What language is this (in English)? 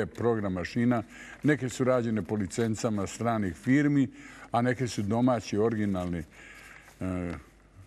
Serbian